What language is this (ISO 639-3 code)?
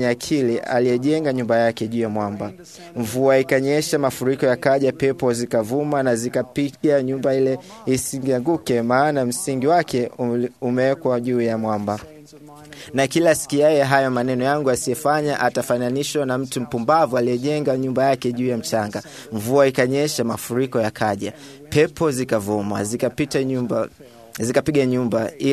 swa